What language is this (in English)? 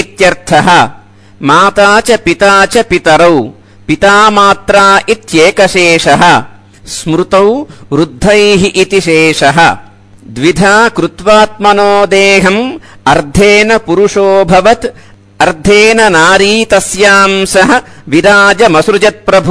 Sanskrit